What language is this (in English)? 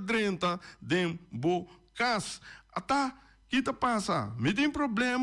Papiamento